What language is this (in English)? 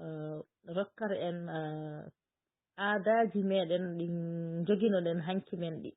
Fula